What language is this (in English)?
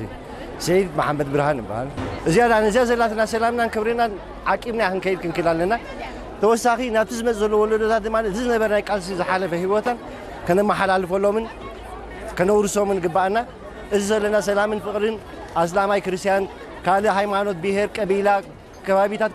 Tigrinya